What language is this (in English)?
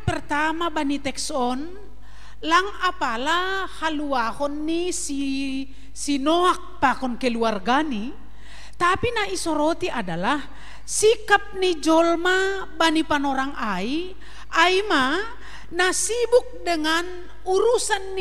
Batak Simalungun